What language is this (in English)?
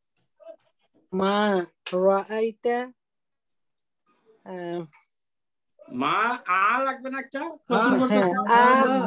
Bangla